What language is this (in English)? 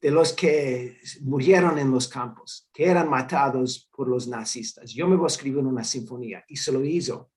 Ladino